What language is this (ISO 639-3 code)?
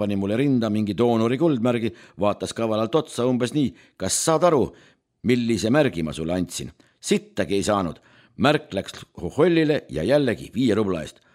est